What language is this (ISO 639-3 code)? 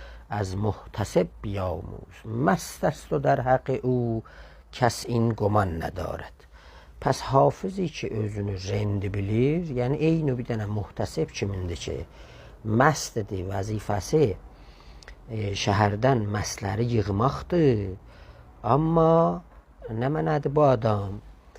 azb